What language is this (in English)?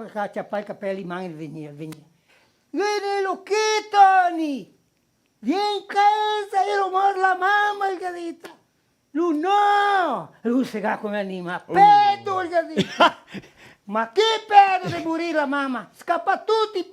Venetian